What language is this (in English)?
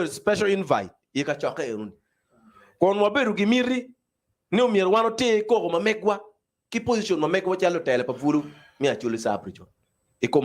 Acoli